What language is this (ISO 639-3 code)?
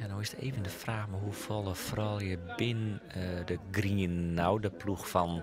fry